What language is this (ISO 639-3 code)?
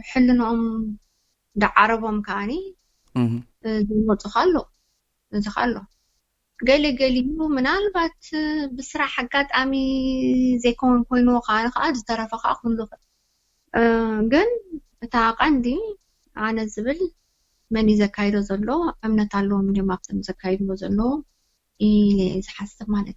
tir